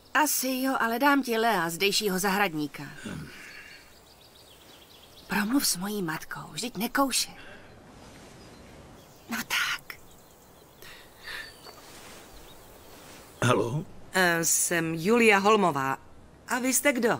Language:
Czech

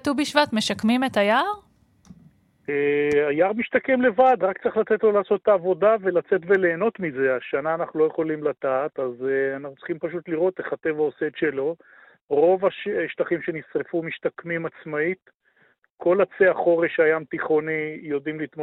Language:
Hebrew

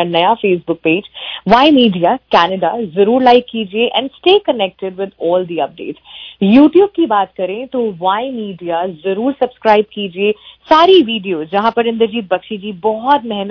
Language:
Punjabi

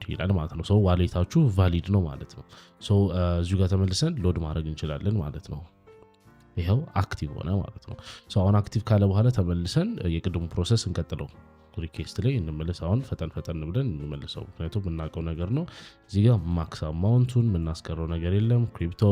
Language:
Amharic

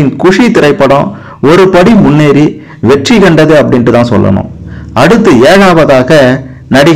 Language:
Tamil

